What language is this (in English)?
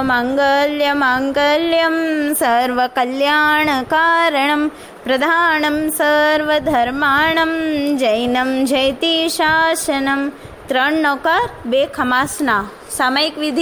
Gujarati